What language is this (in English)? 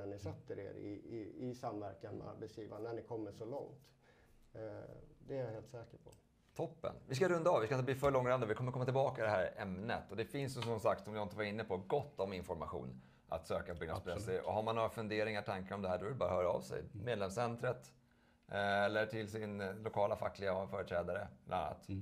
Swedish